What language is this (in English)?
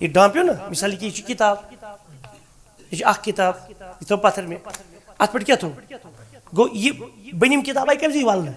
Kashmiri